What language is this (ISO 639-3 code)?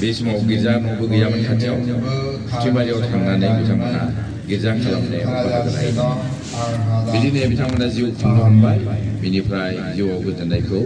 brx